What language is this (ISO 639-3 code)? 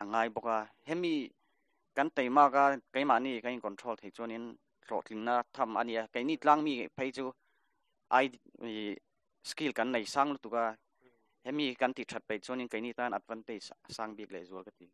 hmr